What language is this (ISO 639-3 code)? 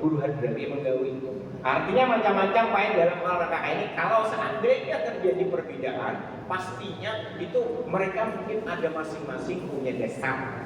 bjn